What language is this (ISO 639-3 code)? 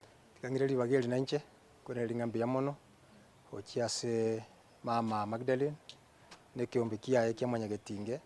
guz